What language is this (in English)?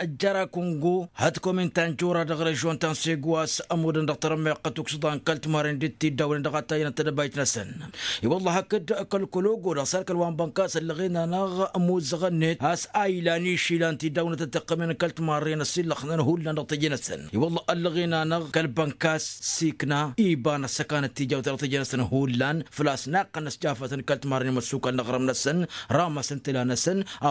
Tamasheq